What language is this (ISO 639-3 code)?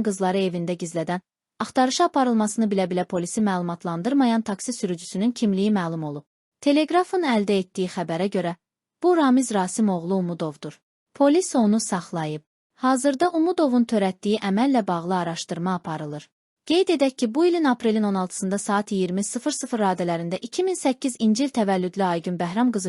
aze